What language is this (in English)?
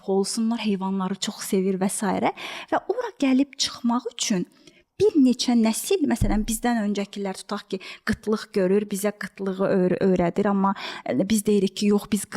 Azerbaijani